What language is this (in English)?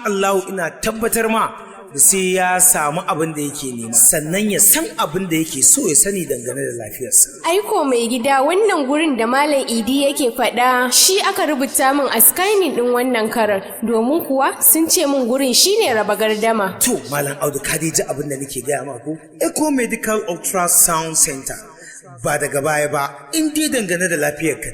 Hausa